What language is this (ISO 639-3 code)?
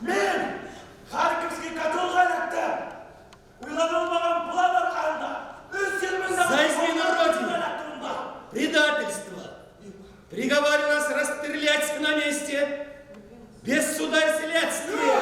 bak